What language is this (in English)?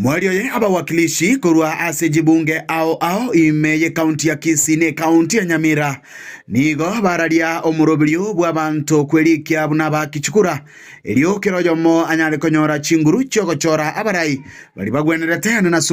Gusii